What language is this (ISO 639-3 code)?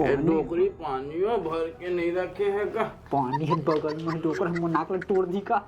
hne